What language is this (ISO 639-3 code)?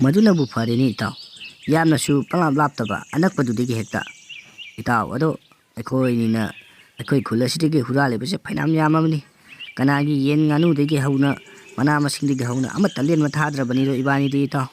mni